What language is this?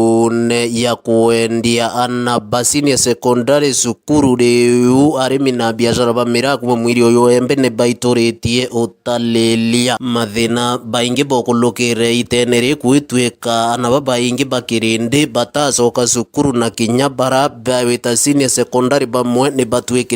Meru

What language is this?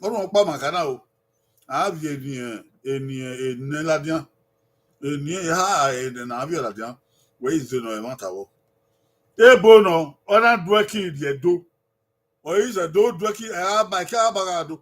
Bini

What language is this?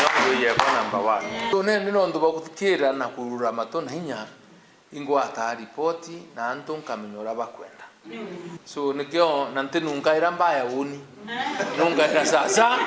Meru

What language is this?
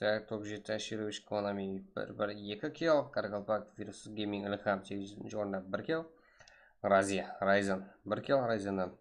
Kara-Kalpak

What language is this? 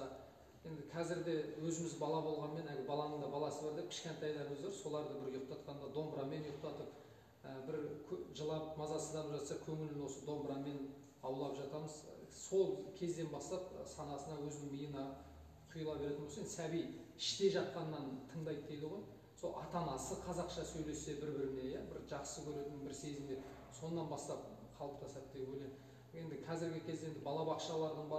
Kazakh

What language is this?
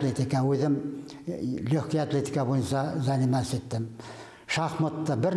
Bashkir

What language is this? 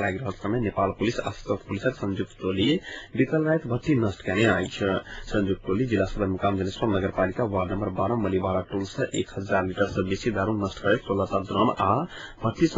Maithili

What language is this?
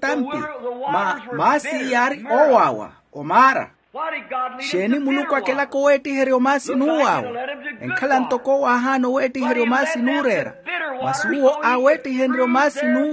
Makhuwa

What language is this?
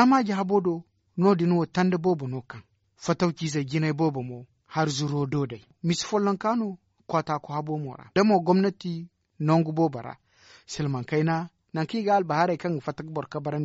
Zarma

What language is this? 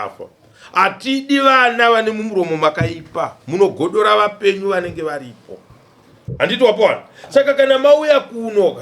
Shona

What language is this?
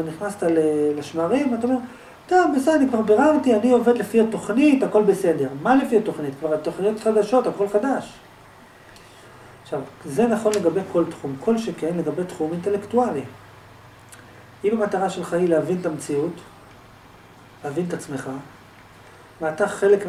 Hebrew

